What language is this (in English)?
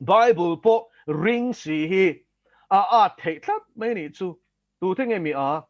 Mizo